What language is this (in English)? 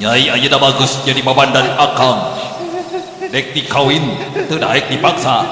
Sundanese